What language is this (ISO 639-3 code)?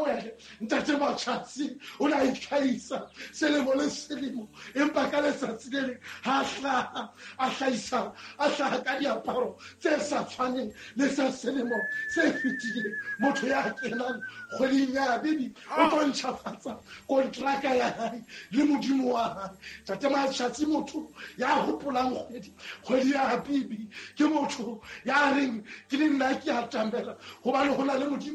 sot